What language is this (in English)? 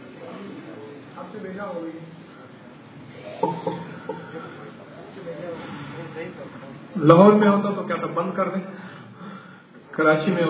Urdu